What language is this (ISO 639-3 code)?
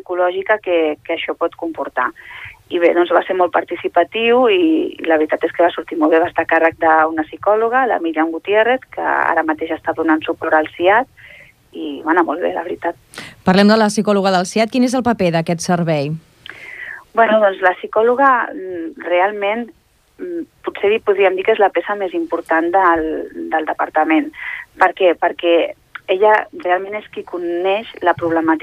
cat